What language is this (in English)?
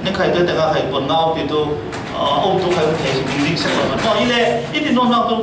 Falam Chin